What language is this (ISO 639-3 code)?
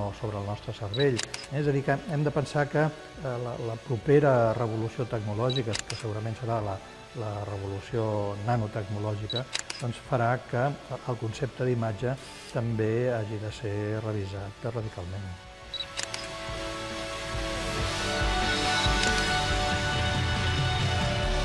cat